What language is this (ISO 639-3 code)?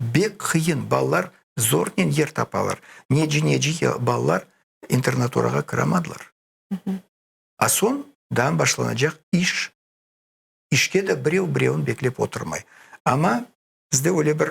crh